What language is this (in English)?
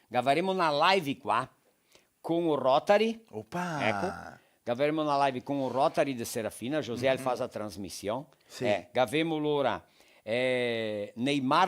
Venetian